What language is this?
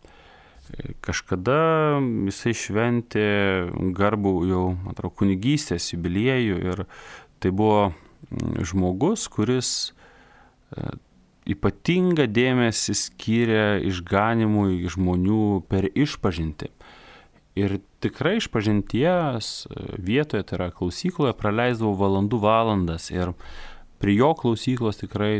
Lithuanian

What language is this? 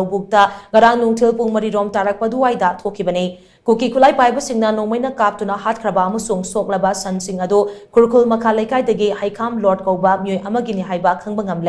Manipuri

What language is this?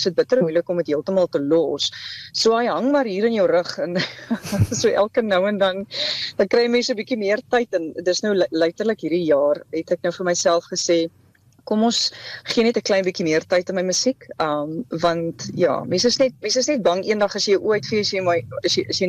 Afrikaans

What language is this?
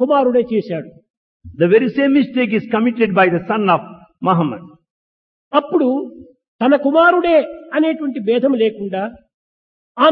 Telugu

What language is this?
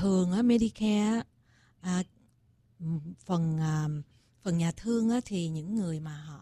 Vietnamese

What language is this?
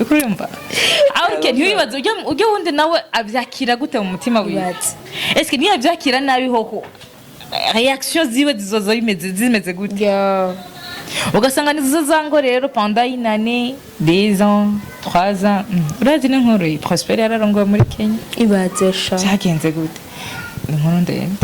Rundi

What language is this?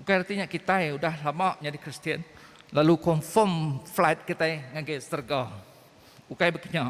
Iban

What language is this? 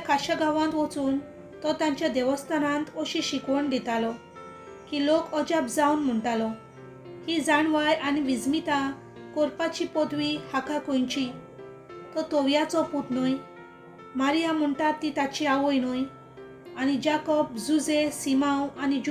Konkani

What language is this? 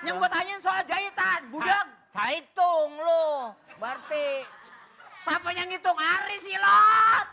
Betawi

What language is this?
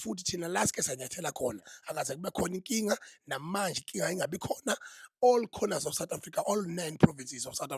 Zulu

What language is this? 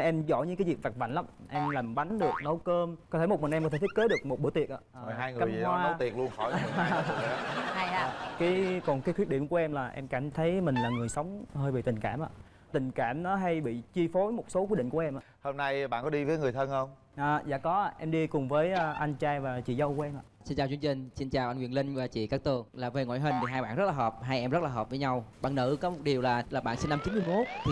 Vietnamese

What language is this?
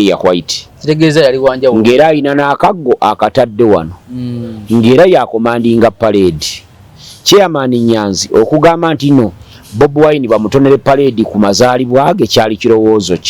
Ganda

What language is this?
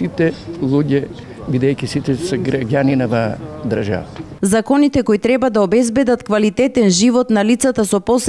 Macedonian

